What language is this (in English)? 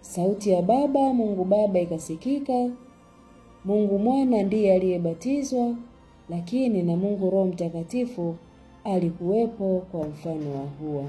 Swahili